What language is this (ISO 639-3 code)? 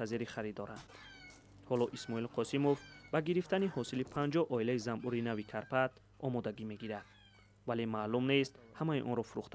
tgk